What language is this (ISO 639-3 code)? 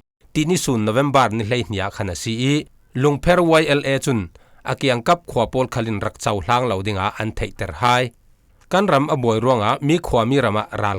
cfm